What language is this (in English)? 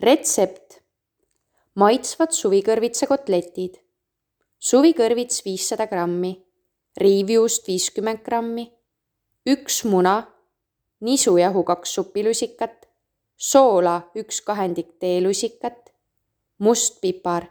Estonian